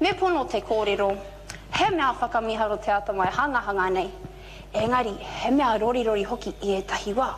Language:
Māori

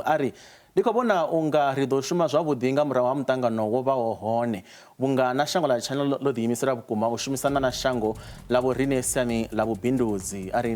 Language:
Venda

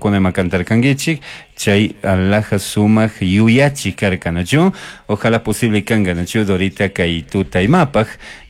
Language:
Chimborazo Highland Quichua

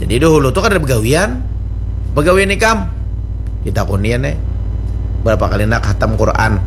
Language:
Banjar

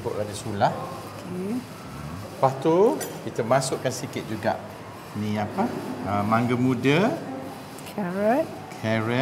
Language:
Malay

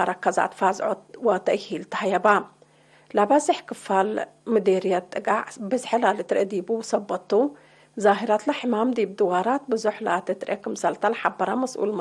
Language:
Tigre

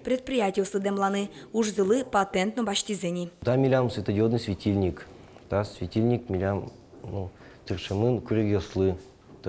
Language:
Udmurt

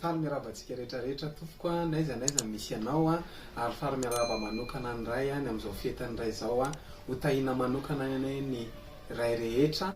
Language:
Malagasy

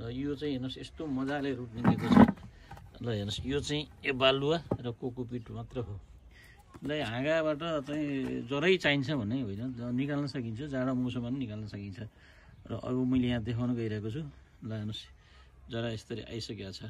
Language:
Nepali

